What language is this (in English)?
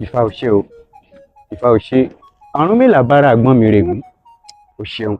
Yoruba